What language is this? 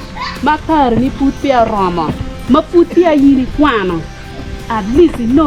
Acoli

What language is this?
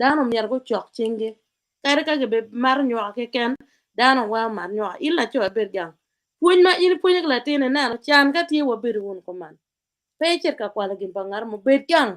Acoli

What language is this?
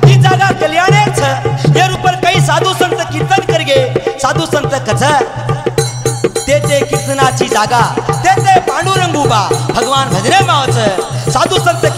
Lambadi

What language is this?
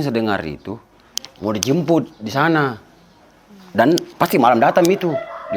Makassar Malay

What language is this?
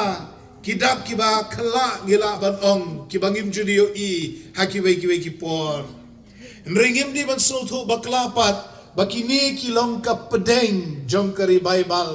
Khasi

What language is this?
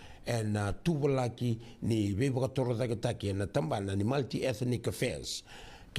Fijian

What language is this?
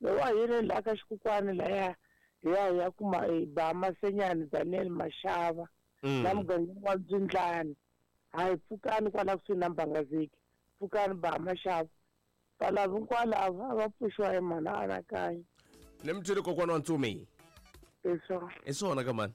Tsonga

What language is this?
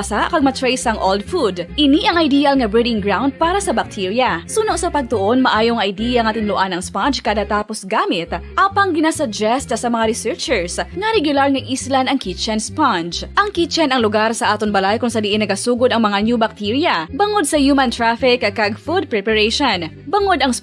Hiligaynon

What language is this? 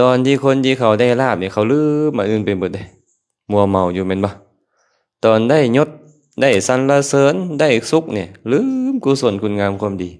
Lao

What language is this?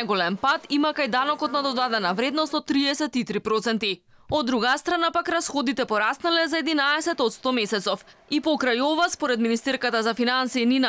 Macedonian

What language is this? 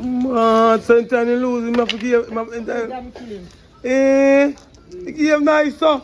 Jamaican Creole English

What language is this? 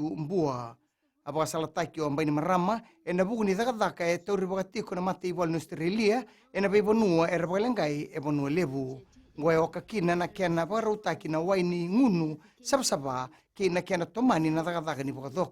Fijian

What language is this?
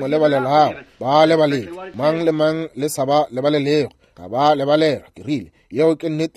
Northern Sotho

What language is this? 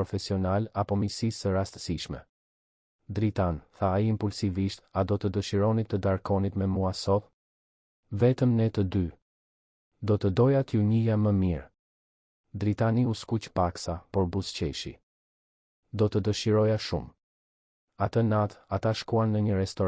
Albanian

